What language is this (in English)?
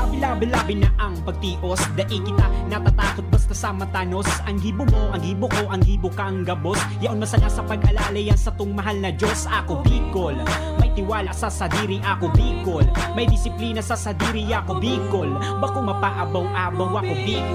Bikol